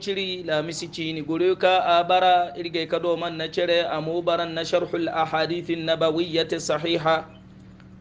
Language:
Hausa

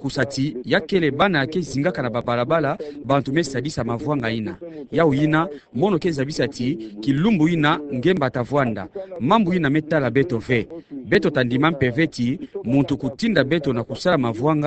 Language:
Kituba (Democratic Republic of Congo)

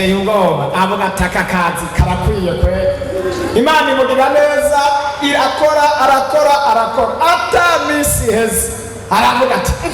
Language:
Rundi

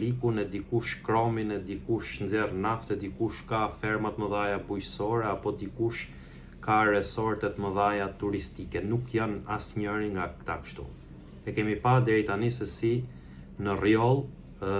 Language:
Albanian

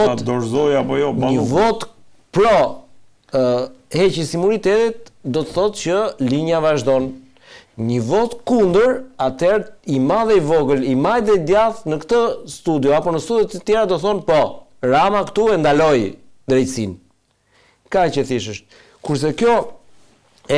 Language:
Albanian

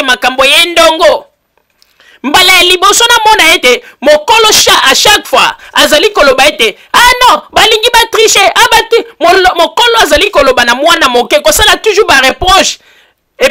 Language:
Lingala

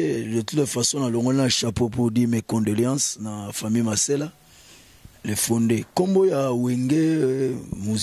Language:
Lingala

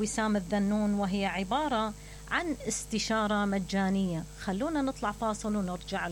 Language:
Mesopotamian Arabic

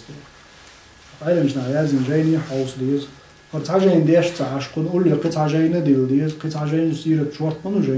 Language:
Chechen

